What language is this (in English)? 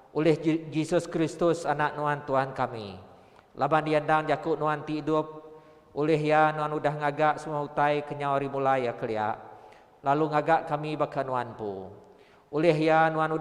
Iban